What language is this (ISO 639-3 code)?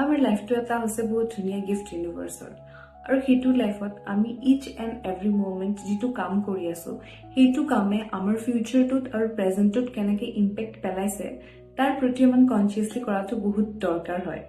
asm